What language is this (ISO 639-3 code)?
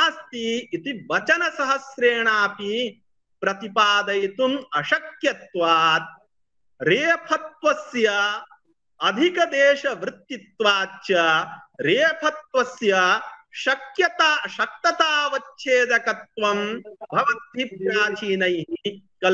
san